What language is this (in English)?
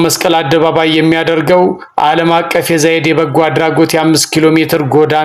Amharic